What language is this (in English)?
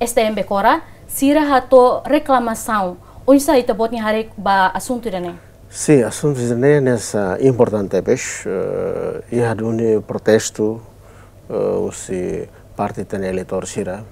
Tetum